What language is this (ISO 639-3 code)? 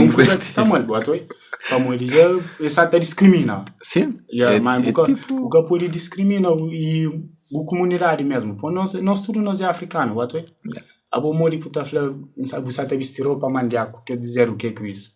kea